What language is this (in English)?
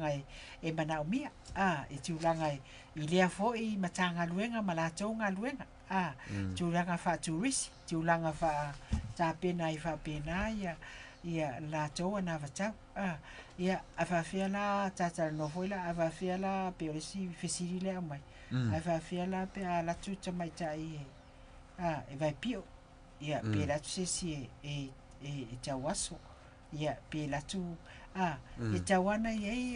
Samoan